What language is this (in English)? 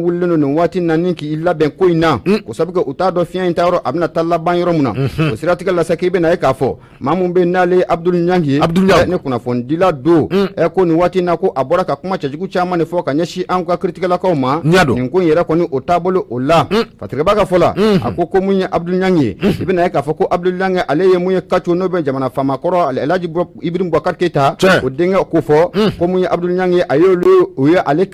Bambara